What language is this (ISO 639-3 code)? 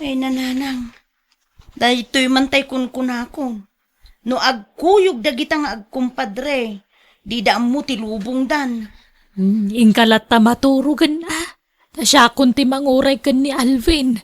ilo